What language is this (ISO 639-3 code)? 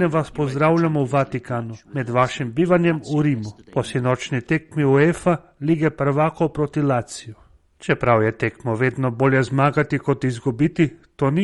slv